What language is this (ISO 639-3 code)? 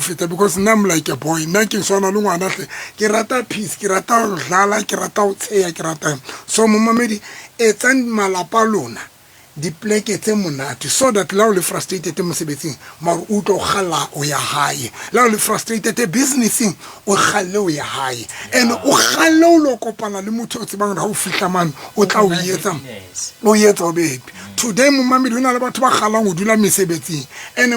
sot